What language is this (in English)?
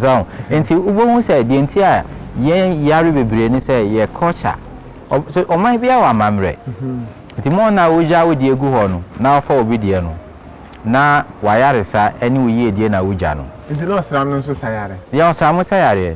Akan